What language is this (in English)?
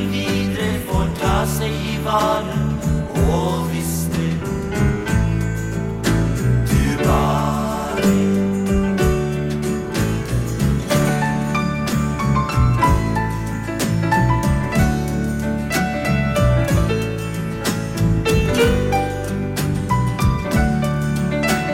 Norwegian